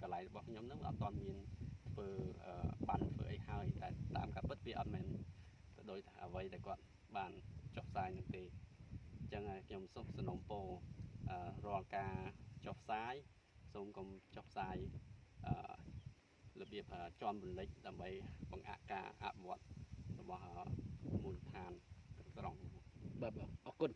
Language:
Khmer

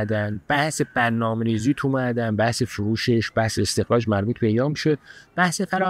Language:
Persian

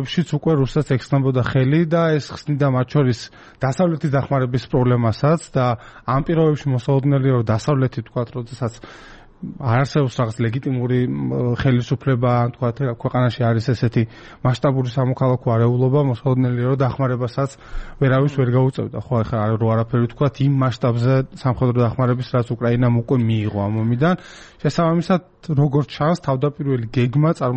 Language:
Georgian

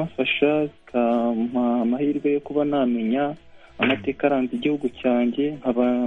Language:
Kinyarwanda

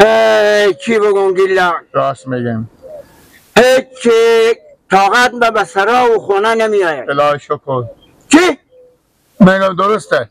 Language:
Persian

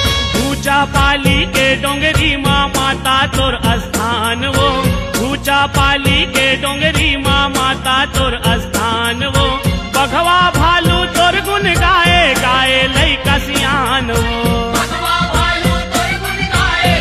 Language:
Chhattisgarhi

